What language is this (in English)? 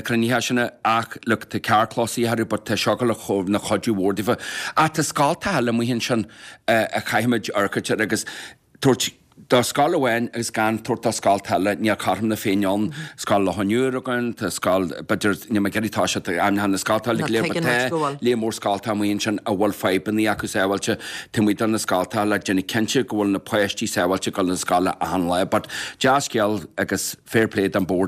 Irish